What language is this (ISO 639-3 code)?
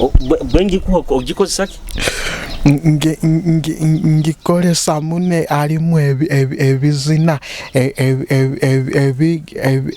nyo